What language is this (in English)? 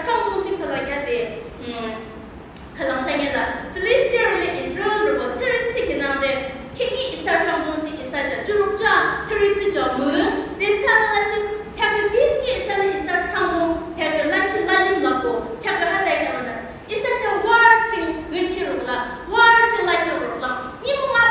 Yimchungru Naga